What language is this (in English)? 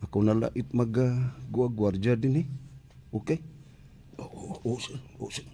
Cebuano